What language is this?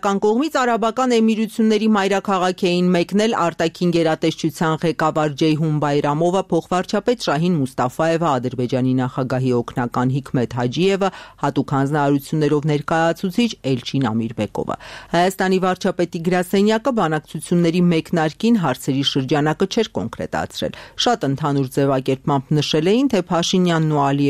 Armenian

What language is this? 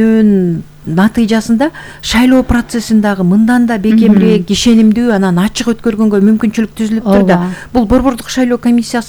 Kyrgyz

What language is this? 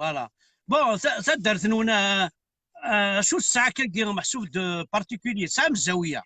Kabyle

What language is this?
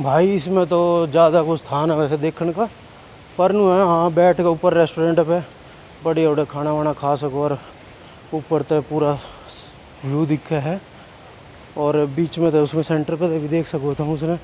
Haryanvi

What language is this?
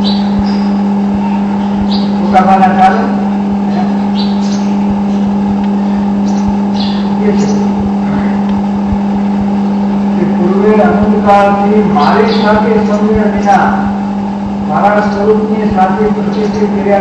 Gujarati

